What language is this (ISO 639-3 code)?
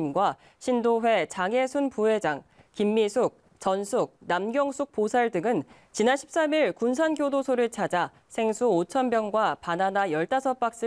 kor